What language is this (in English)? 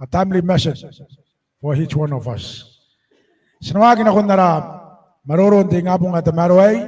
Gilbertese